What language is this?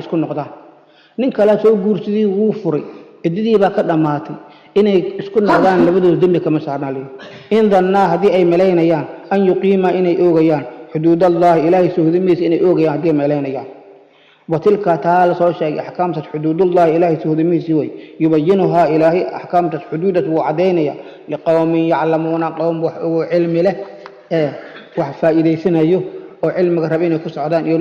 Somali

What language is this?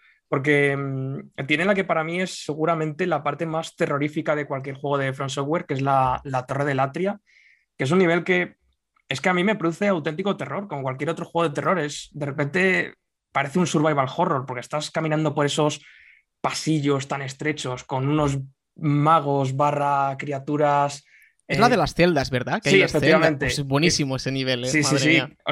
Spanish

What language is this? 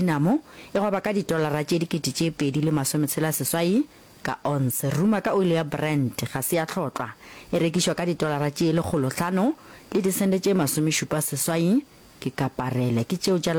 Northern Sotho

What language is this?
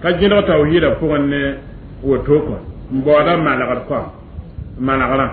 Mossi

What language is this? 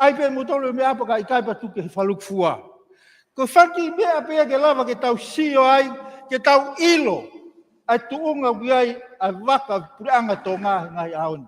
Tongan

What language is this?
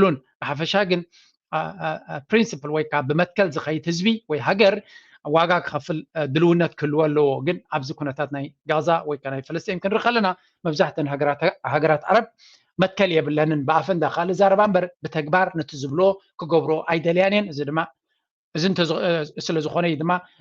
Tigrinya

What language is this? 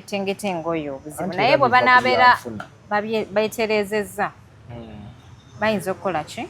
Ganda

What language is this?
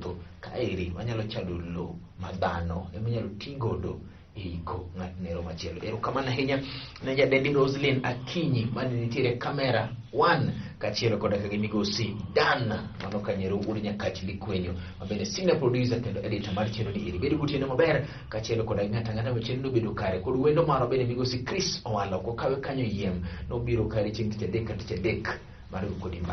Luo (Kenya and Tanzania)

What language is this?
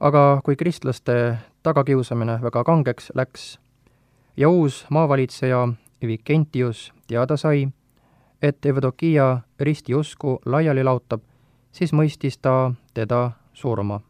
Estonian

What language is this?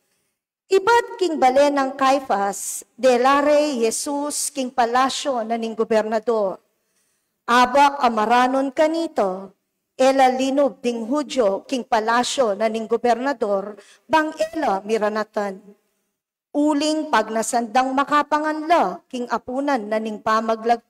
Pampanga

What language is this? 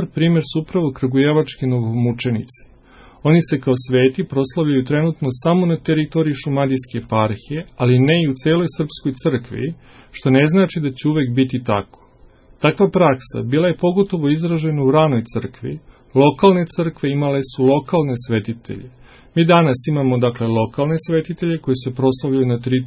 Serbian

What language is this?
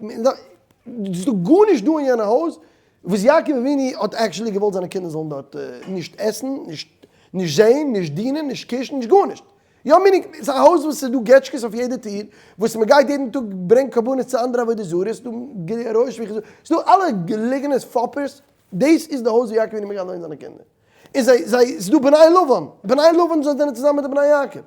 Yiddish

